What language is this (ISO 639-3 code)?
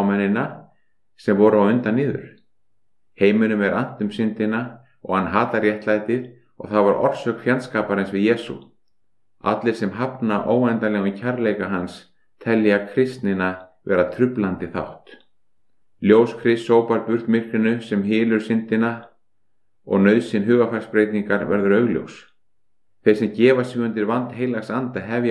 isl